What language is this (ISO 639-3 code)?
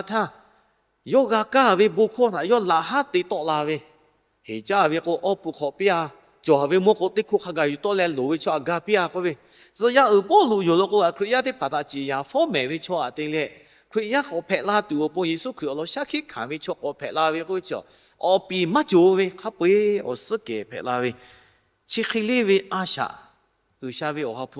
lhu